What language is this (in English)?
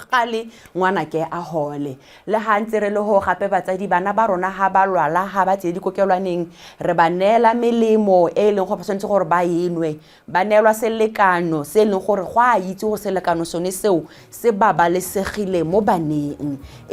Tswana